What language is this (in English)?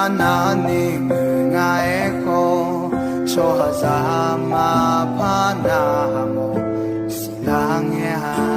Akha